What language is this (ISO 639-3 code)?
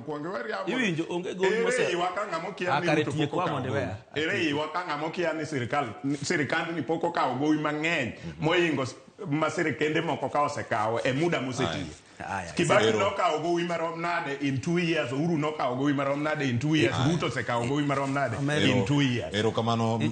luo